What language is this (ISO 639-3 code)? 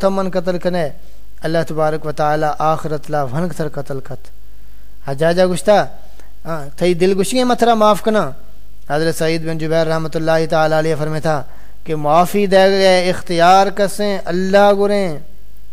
skr